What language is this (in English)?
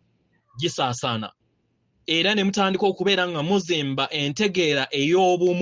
Ganda